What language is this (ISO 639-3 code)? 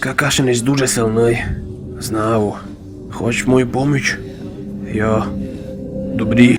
rue